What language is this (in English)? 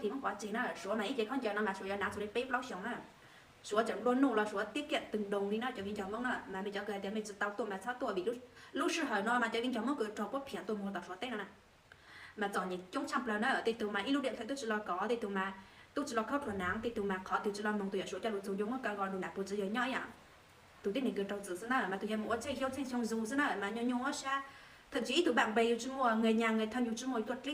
Hmong